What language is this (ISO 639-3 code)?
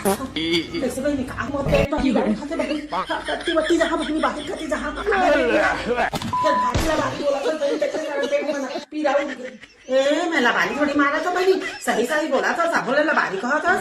hne